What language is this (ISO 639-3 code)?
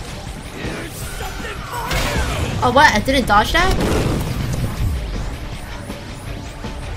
eng